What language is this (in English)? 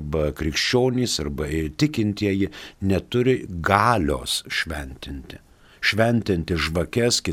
Lithuanian